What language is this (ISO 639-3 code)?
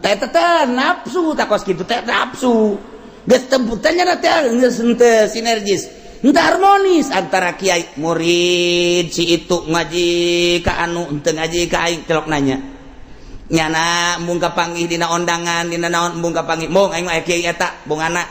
sun